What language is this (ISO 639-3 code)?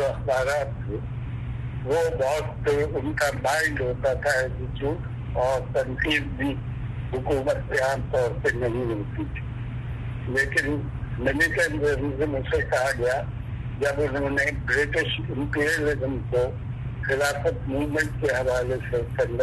urd